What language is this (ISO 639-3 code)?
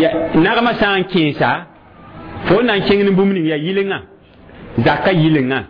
mos